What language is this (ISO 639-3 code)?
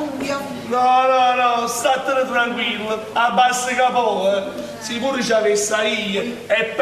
nap